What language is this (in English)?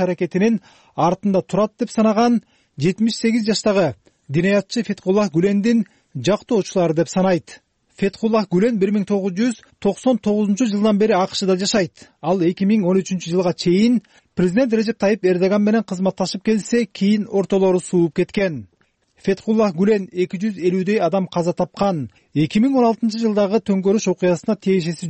Kyrgyz